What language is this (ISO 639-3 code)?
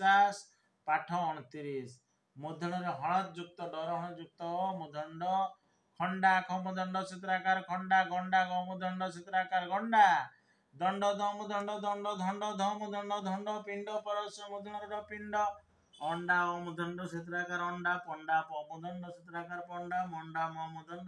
ori